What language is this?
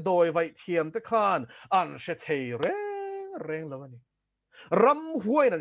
Mizo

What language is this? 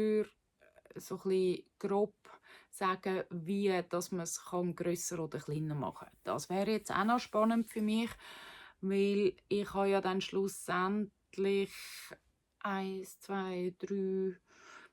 Swiss German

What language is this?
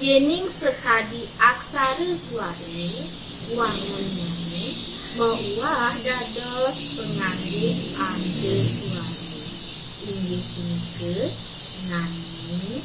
Balinese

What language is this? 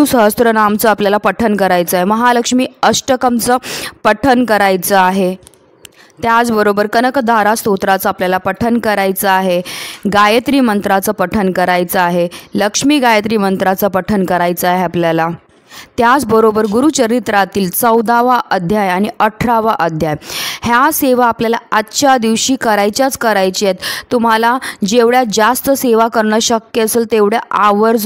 Marathi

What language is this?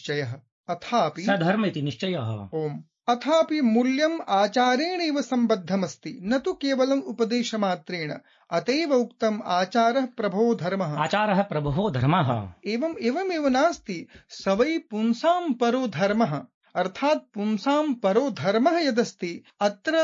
Sanskrit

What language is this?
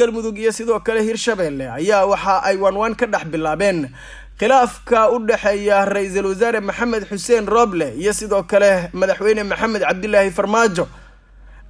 Somali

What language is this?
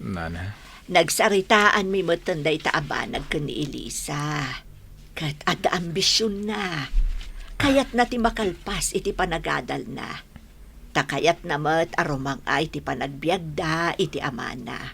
Iloko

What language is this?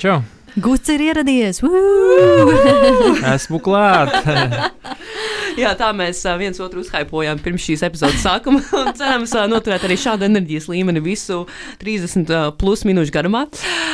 Latvian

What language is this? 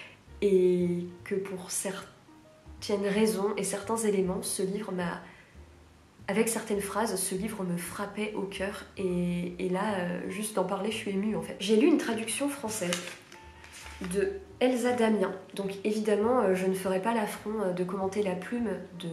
French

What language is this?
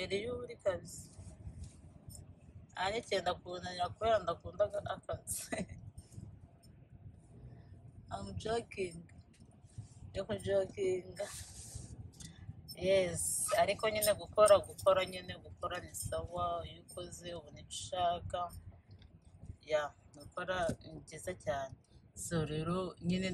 Kinyarwanda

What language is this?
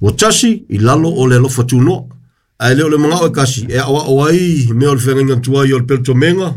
Samoan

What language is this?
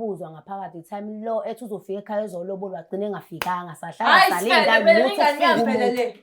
Zulu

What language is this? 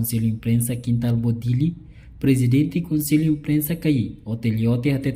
Tetum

